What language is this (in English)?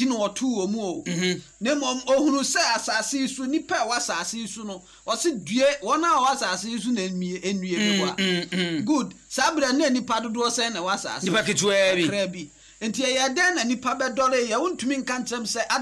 Akan